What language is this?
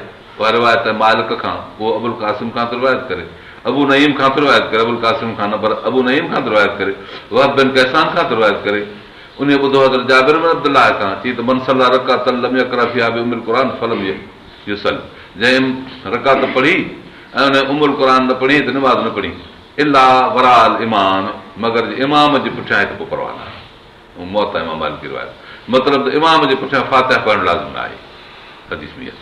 Sindhi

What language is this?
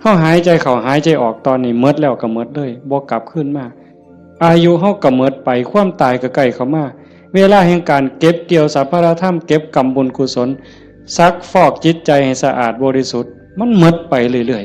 Northeastern Thai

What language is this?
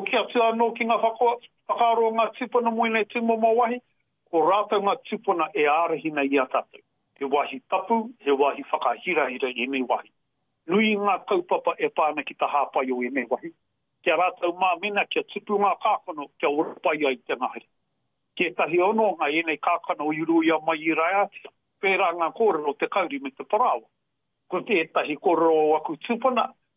Māori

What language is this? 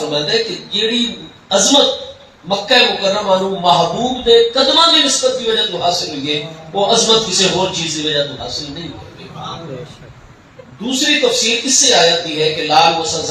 Saraiki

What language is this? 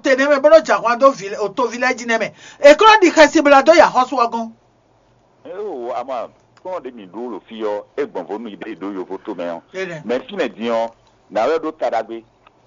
Fon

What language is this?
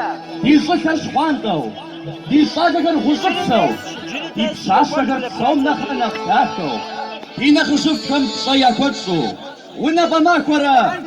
Kabardian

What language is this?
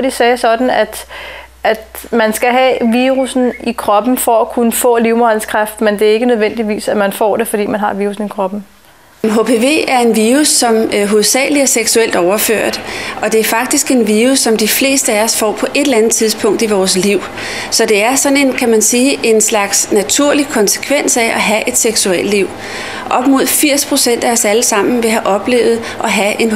Danish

